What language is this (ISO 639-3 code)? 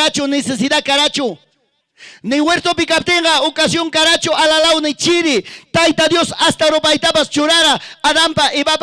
quy